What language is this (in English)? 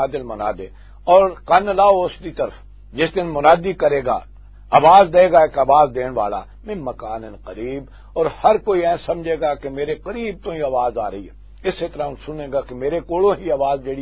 Western Panjabi